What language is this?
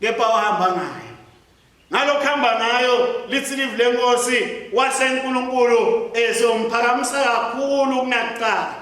Swati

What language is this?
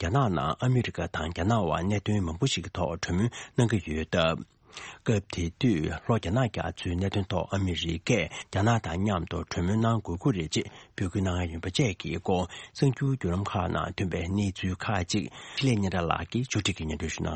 Tibetan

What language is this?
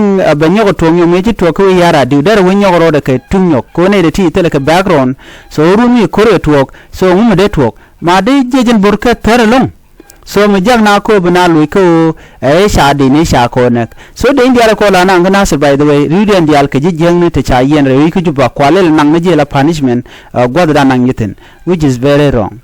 Nuer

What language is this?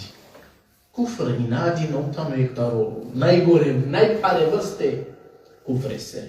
Balkan Romani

